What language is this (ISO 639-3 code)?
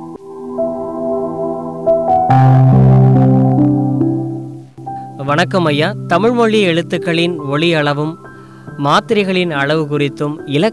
tam